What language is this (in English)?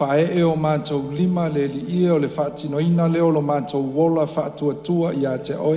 Samoan